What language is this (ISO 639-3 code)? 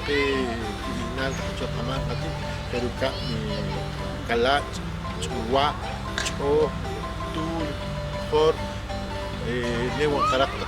poh